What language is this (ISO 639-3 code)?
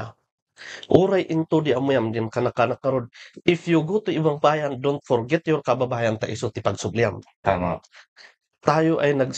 kne